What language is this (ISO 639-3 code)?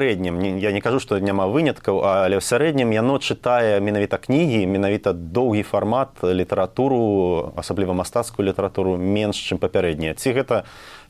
bel